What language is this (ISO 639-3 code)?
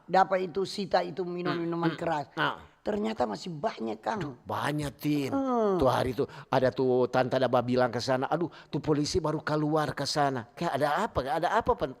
xmm